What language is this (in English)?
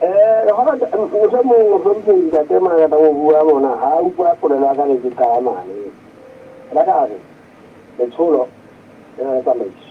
Southern Sotho